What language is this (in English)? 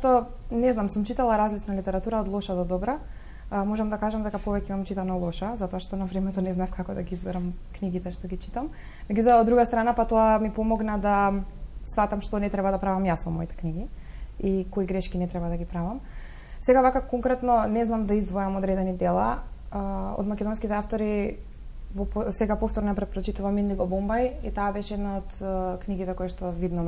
Macedonian